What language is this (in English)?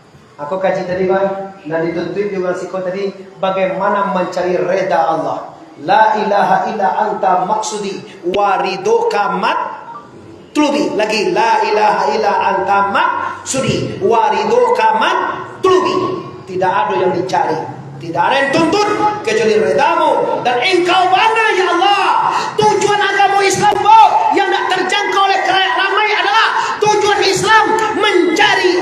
Minangkabau